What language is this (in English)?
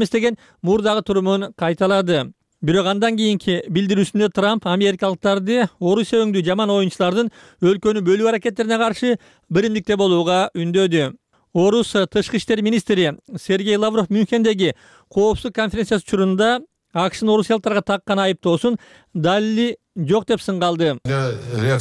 Kyrgyz